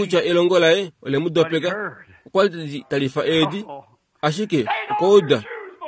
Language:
Kuanyama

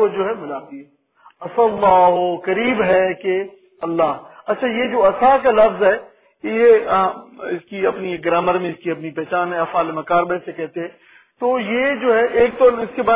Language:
Urdu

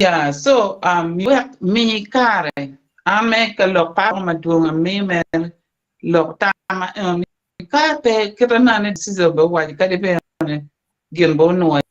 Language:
Acoli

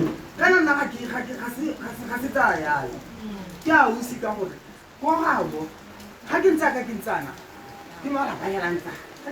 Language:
Tswana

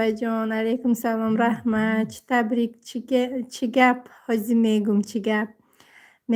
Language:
Tajik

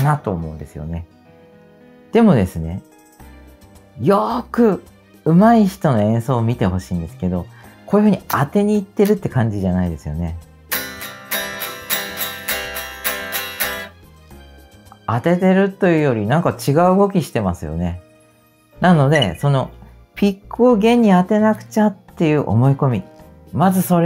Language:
Japanese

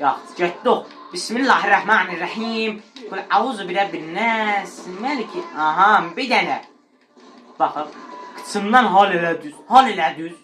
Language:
South Azerbaijani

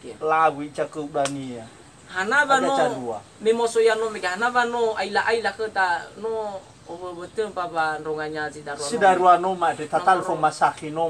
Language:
Nias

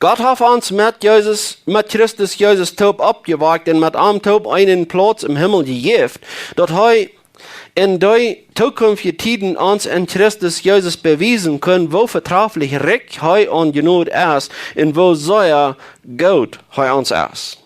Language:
Plautdietsch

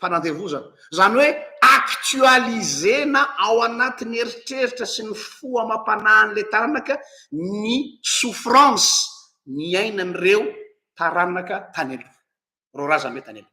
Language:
Malagasy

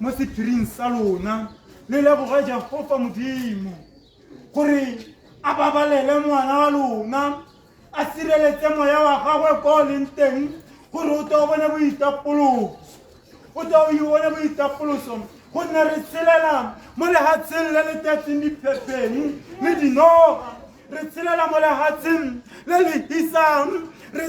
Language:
Tswana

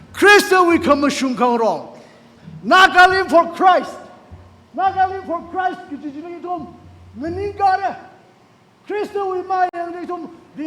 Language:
Tangkhul Naga (India)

